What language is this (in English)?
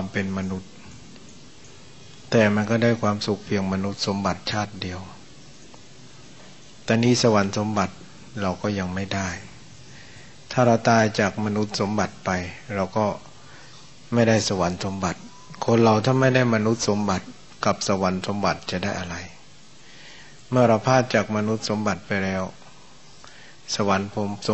Thai